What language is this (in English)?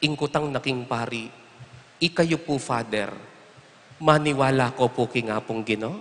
Pampanga